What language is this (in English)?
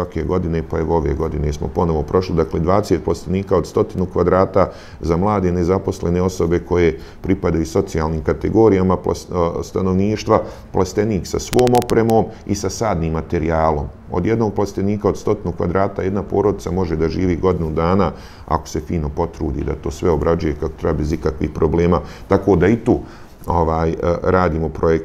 Bosnian